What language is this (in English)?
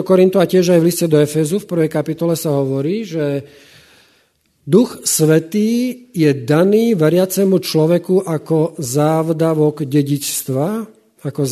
Slovak